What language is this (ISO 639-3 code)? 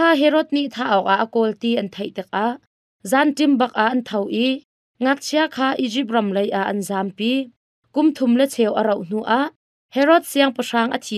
cnh